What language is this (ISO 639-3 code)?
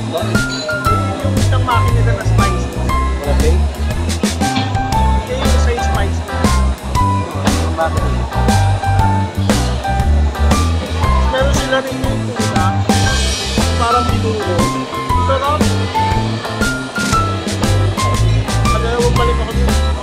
fil